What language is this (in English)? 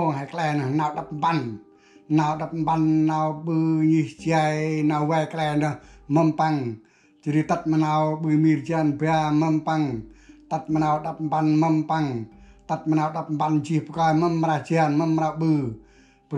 Central Mnong